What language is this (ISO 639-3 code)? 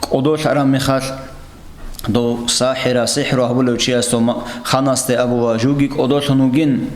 ava